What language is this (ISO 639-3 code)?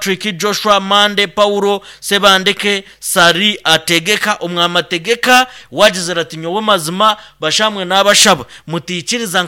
nyn